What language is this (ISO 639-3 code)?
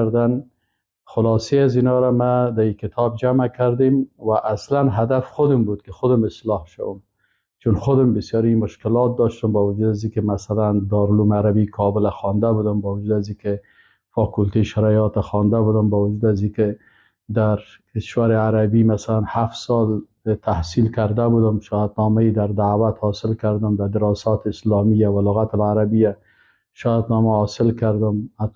fas